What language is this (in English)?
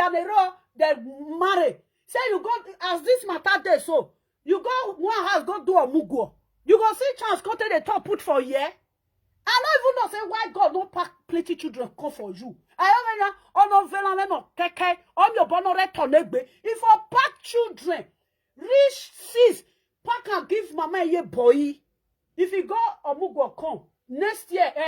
Nigerian Pidgin